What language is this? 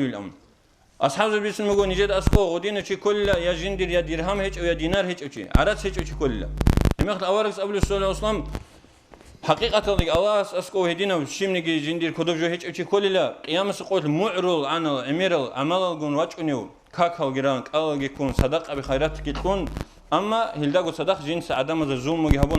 Avaric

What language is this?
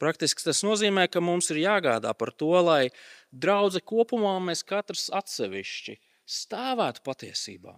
Latvian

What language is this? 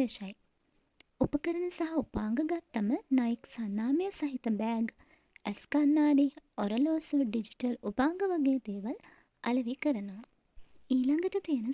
Sinhala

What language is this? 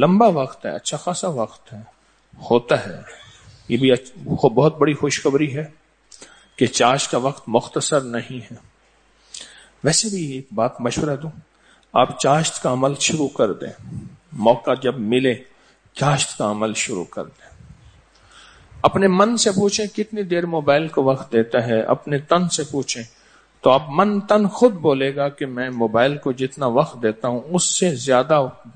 Urdu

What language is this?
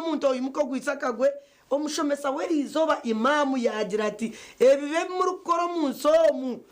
Nyankole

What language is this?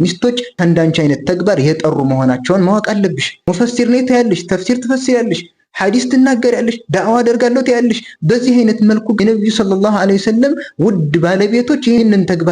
Amharic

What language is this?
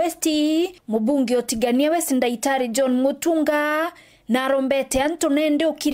Meru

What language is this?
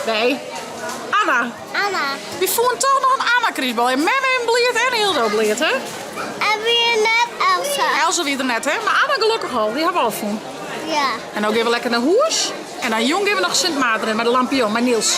Western Frisian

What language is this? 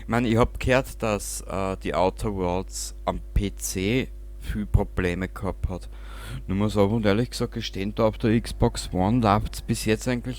Bavarian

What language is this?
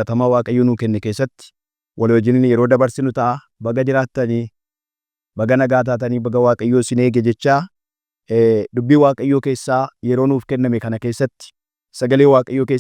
Oromo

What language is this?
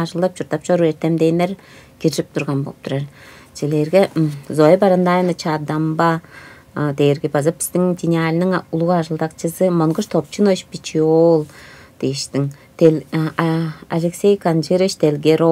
Tuvinian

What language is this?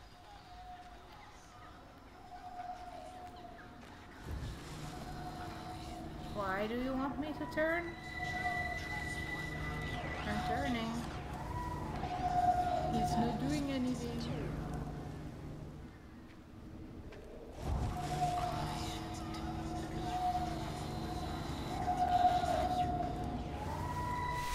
English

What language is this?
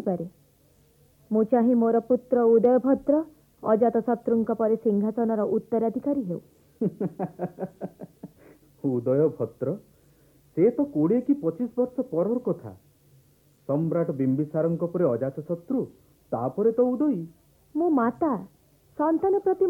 Odia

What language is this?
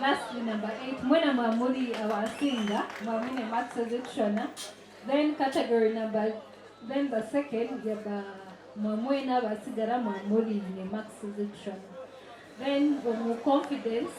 Nyankole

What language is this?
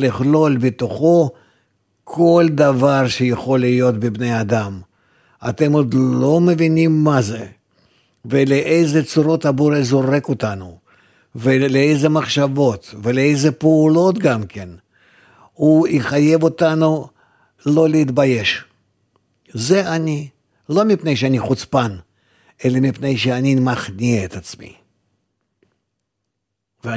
Hebrew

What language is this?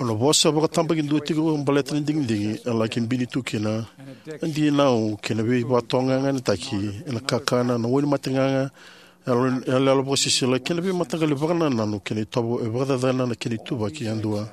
Fijian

